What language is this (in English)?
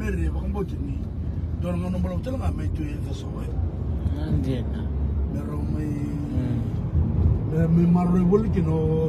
Fijian